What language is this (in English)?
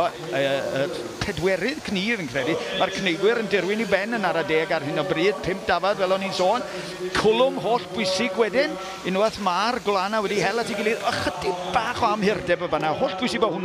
Welsh